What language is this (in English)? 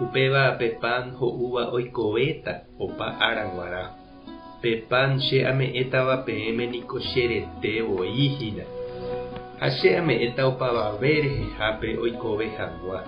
Guarani